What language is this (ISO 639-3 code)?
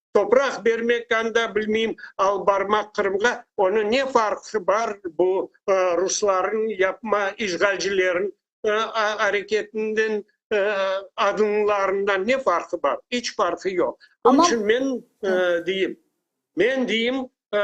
crh